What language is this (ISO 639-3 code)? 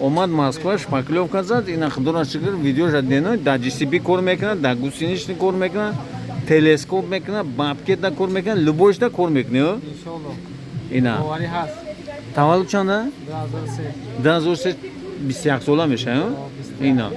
tgk